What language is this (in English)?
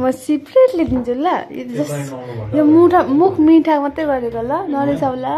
Nepali